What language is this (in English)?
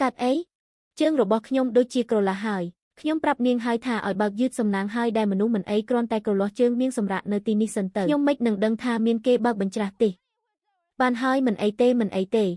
Khmer